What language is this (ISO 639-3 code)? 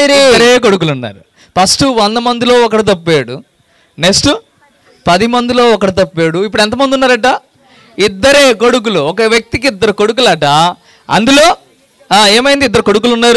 tel